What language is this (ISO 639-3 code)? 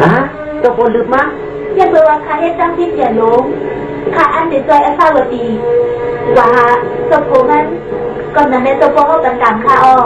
shn